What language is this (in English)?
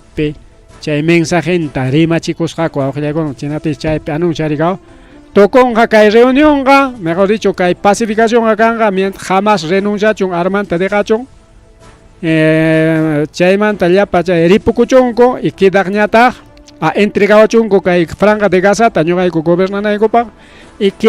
Ayacucho Quechua